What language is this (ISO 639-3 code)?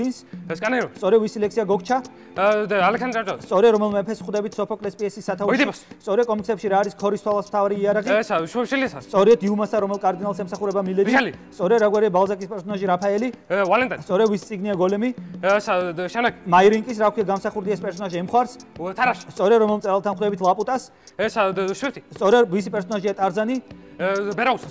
kat